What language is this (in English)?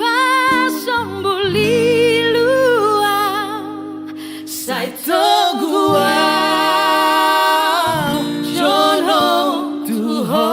Batak Toba